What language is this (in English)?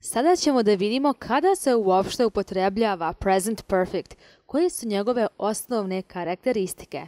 Croatian